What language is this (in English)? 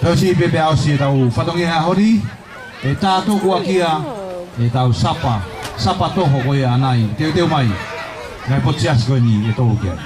Tongan